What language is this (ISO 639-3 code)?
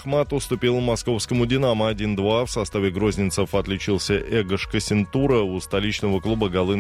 rus